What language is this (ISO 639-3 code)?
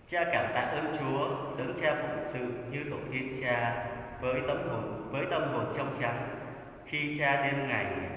vie